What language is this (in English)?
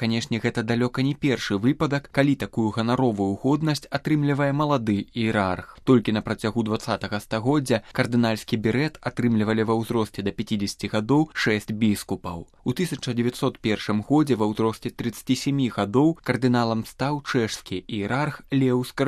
Belarusian